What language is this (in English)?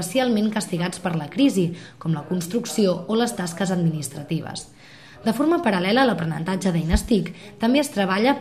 Catalan